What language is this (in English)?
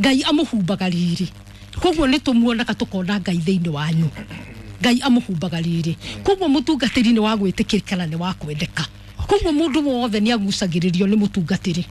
Kikuyu